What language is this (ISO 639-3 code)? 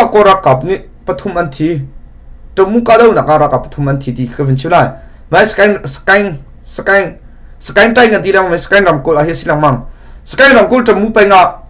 cnh